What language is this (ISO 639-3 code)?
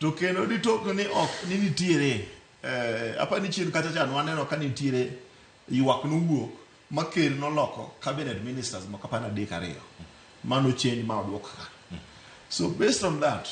luo